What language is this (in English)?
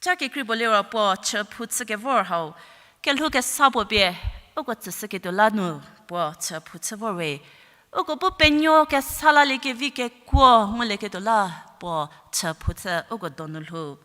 Angami Naga